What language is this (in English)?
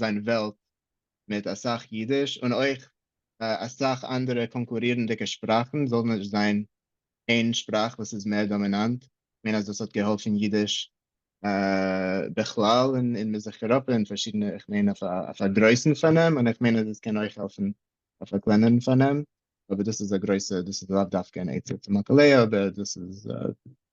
Yiddish